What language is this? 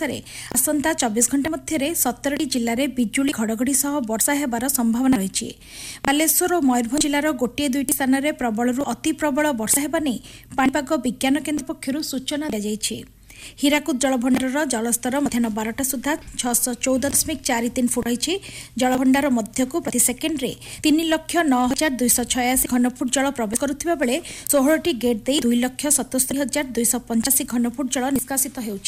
Odia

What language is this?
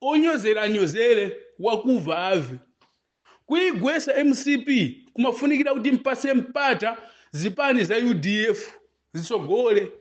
Nyanja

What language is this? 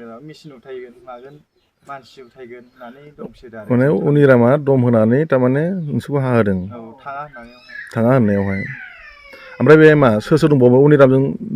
Bodo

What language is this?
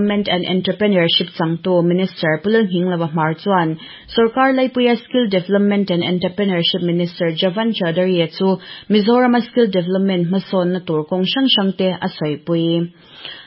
Mizo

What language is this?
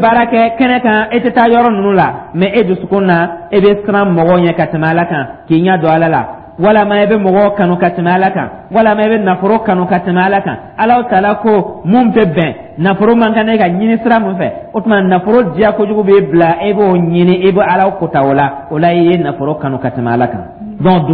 Dyula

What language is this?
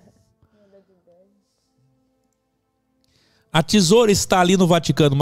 Portuguese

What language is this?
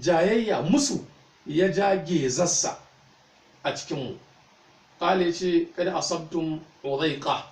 Hausa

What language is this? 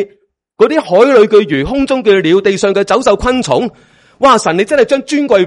Cantonese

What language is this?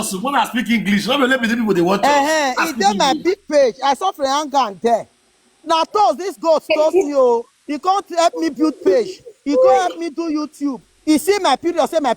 Nigerian Pidgin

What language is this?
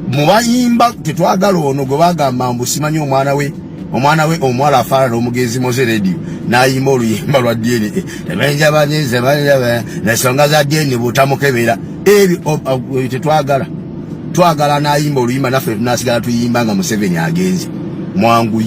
Ganda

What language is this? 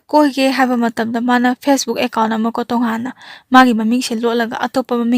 Manipuri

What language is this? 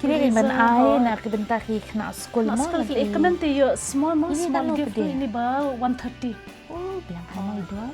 Khasi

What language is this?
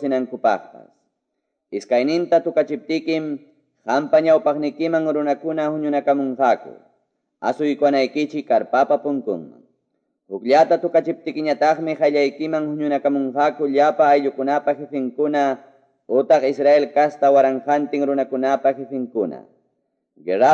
Quechua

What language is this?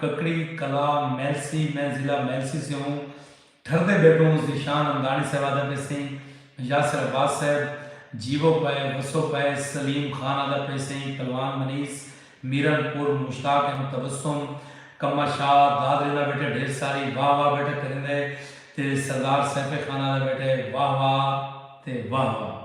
Saraiki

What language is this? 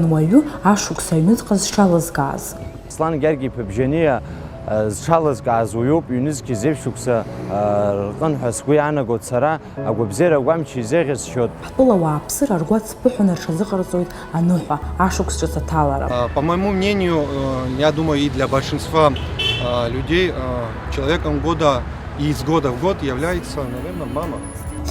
Abkhazian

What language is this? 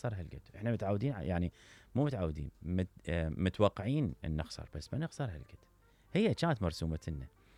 Mesopotamian Arabic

